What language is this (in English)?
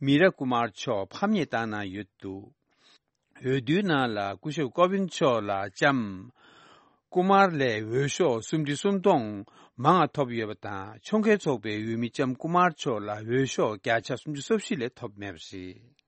Tibetan